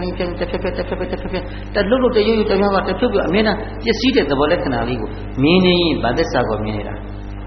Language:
Burmese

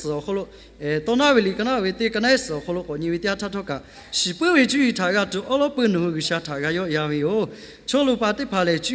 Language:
Lahu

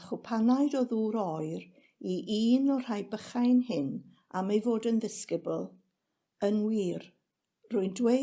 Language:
Welsh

